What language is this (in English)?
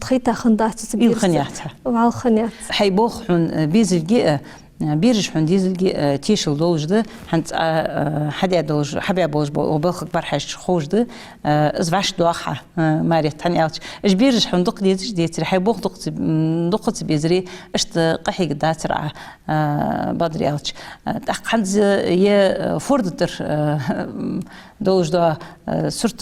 Ingush